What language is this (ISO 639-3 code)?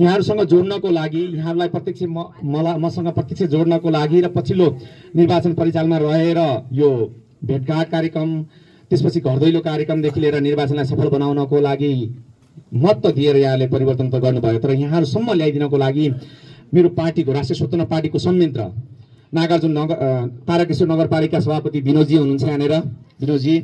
nep